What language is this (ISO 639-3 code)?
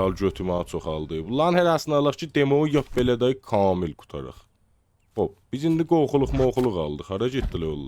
azb